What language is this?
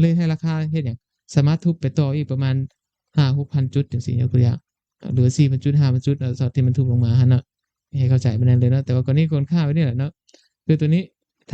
Lao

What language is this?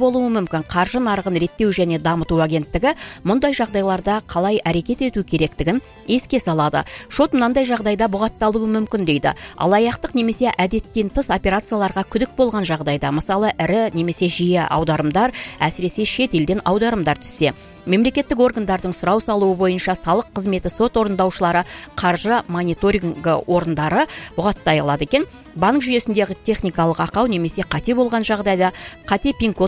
Kazakh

